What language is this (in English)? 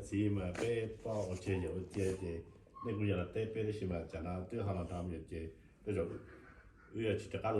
Hmong